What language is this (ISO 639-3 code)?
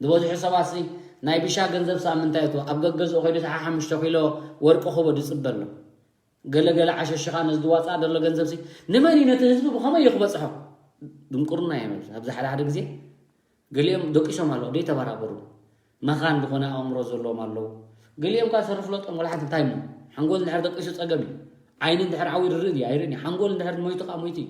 tir